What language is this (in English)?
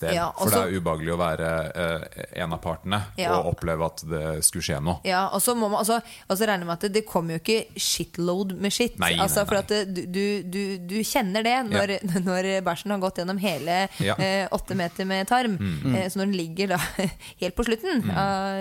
Norwegian